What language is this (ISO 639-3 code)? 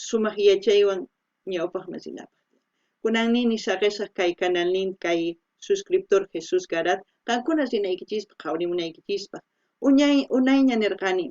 quh